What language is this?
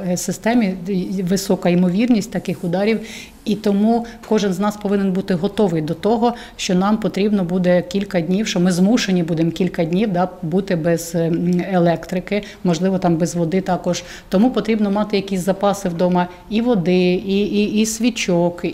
Ukrainian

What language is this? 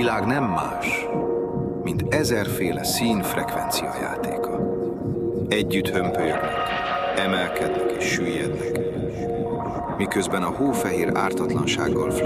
Hungarian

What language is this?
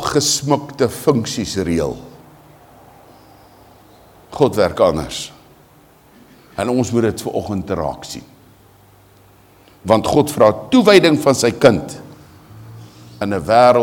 Afrikaans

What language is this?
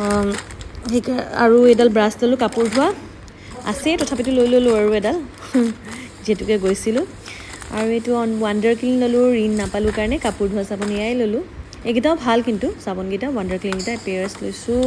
Assamese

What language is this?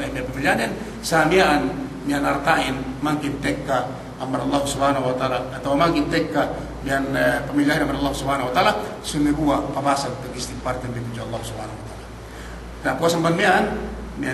Yakan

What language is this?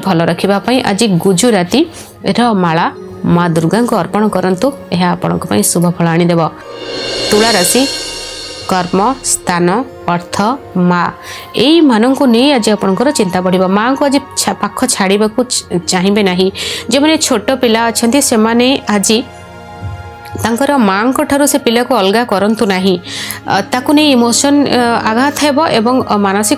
Odia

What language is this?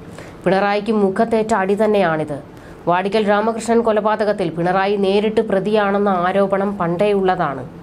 Malayalam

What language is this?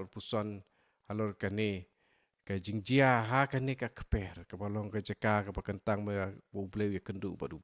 Khasi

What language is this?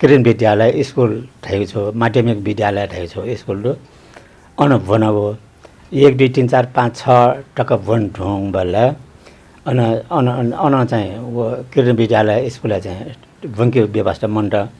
Newari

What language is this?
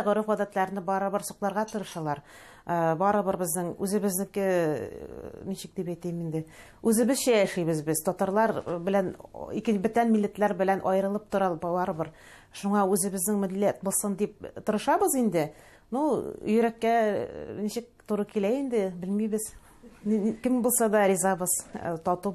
Tatar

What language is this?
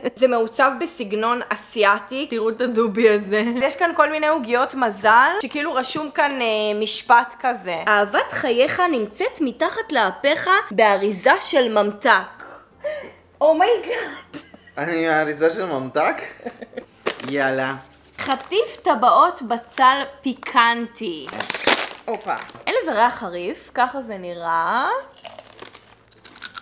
Hebrew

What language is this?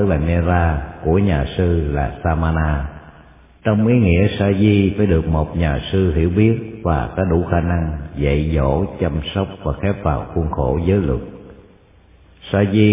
Vietnamese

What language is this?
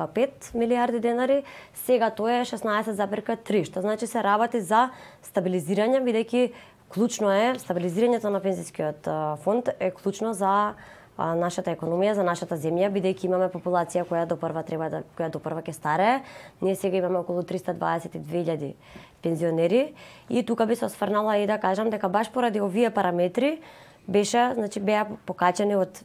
Macedonian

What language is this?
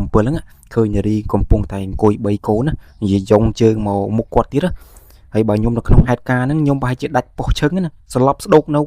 Khmer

